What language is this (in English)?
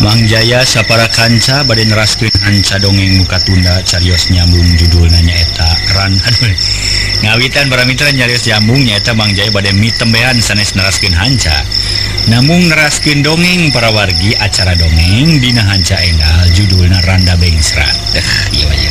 Sundanese